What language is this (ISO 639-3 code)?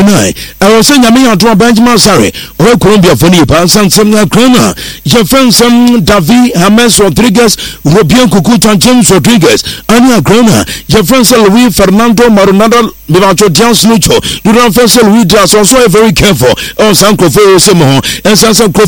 aka